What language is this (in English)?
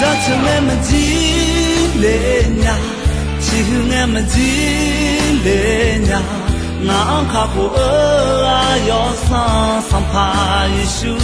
Akha